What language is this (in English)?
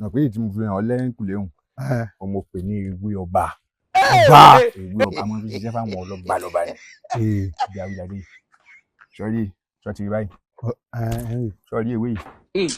Yoruba